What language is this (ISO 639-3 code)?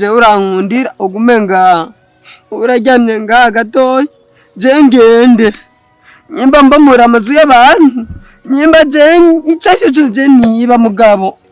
run